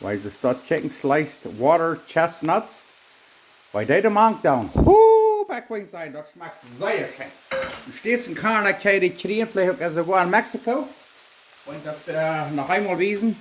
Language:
Plautdietsch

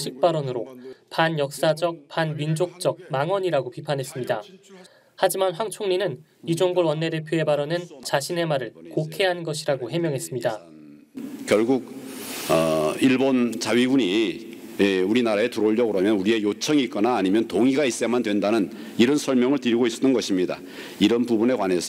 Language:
Korean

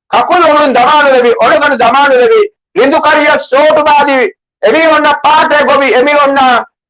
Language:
Divehi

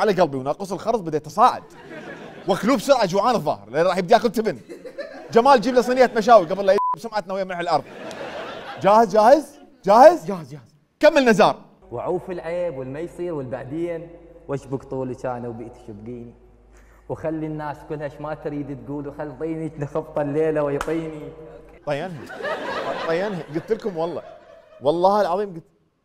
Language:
Mesopotamian Arabic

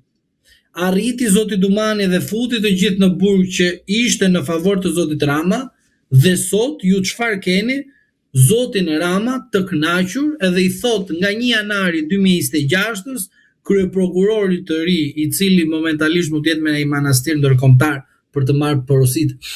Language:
Albanian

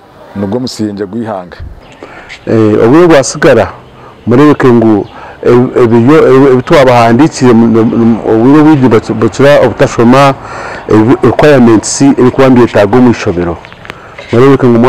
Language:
Nyankole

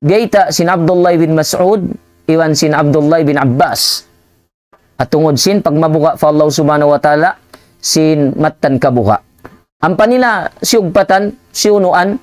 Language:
Tausug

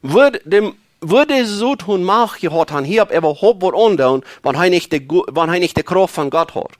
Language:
Plautdietsch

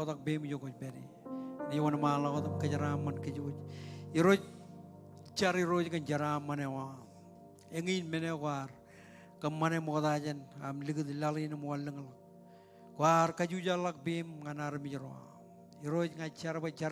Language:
Marshallese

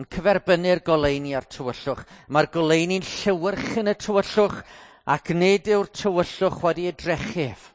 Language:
Welsh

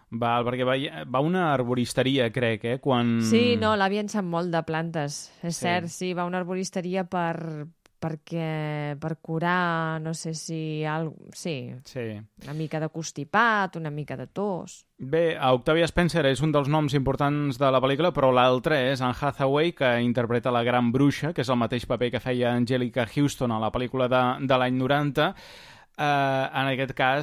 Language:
Catalan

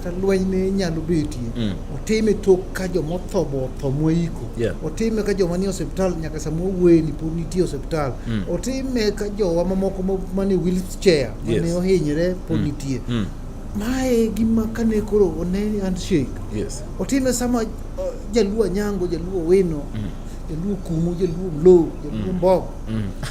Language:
Luo (Kenya and Tanzania)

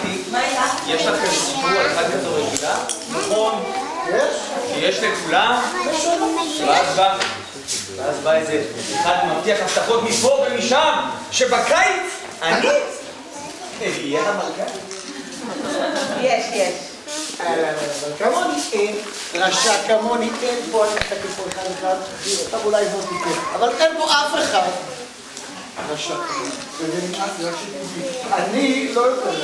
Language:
Hebrew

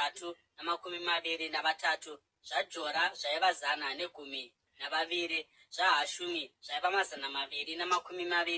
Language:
Shona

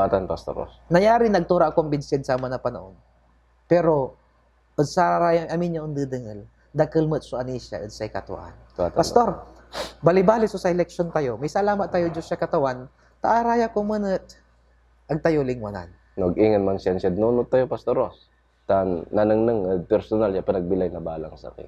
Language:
Pangasinan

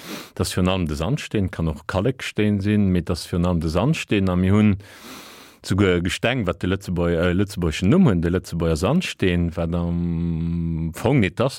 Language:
Luxembourgish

